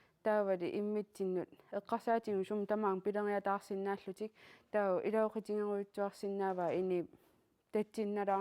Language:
Kalaallisut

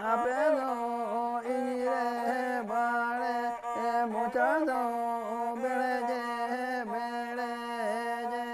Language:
Santali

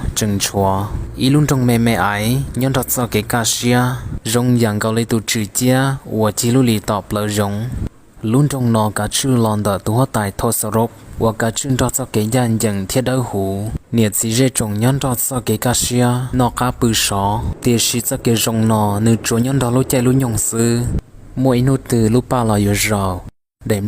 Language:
Hmong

